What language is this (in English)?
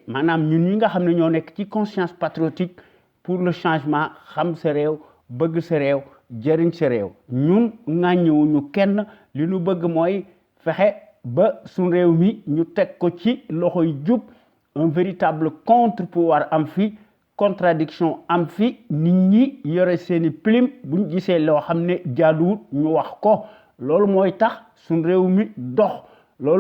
Wolof